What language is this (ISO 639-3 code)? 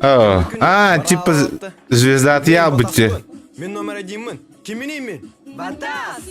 sah